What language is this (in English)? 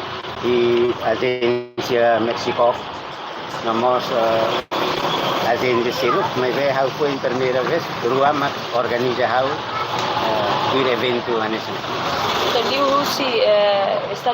Tetum